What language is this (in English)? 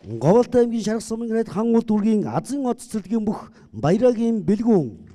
Mongolian